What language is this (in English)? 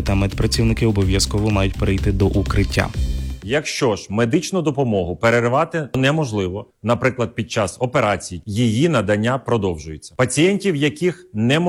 Ukrainian